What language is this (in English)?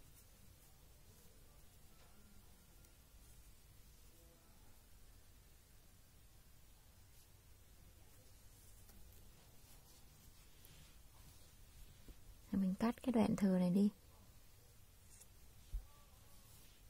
Vietnamese